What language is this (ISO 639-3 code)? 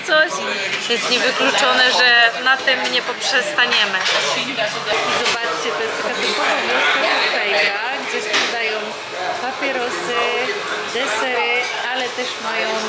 pol